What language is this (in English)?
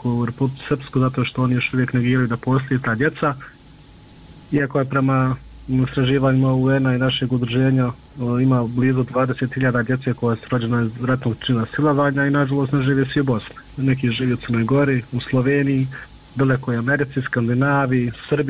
Bosnian